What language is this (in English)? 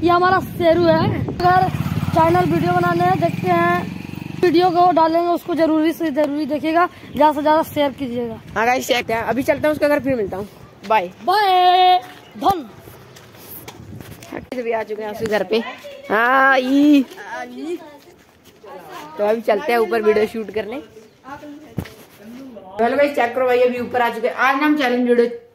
Hindi